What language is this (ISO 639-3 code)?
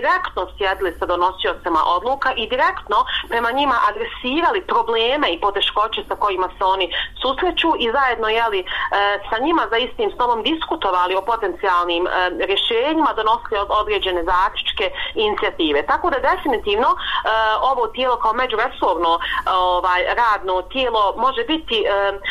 bos